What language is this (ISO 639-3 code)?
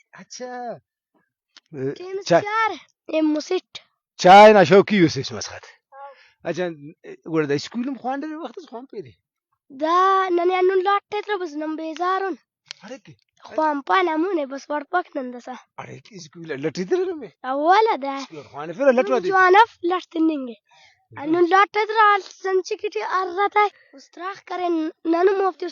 brh